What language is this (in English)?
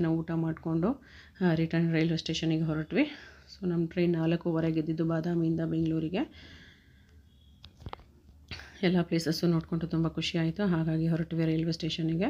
Kannada